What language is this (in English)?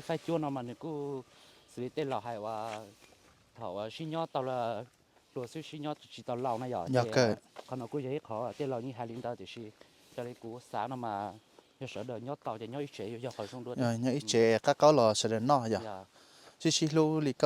Hmong